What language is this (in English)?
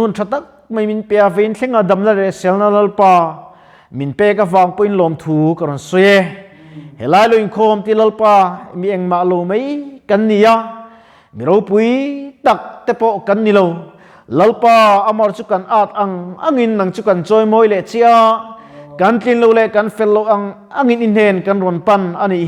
Mizo